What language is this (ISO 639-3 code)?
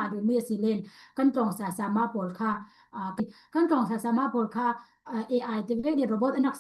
cfm